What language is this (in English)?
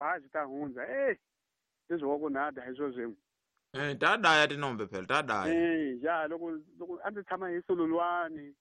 Tsonga